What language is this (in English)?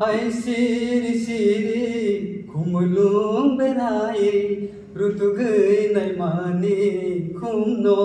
Kok Borok